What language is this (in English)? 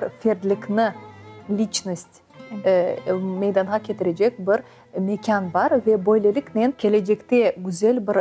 Crimean Tatar